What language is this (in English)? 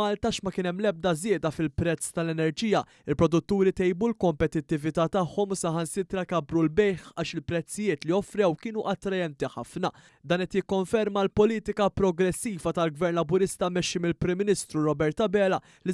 Maltese